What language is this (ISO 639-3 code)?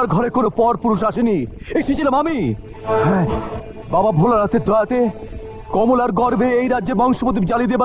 ben